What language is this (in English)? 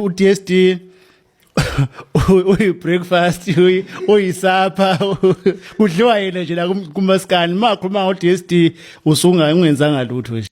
Zulu